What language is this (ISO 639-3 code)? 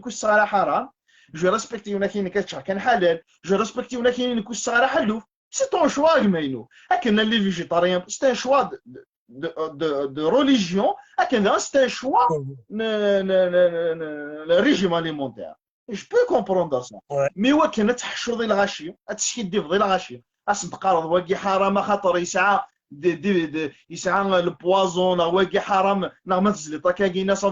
kab